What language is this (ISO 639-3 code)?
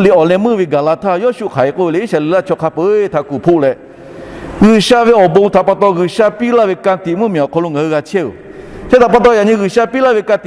lhu